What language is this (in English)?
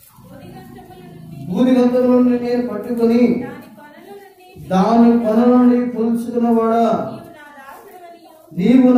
Telugu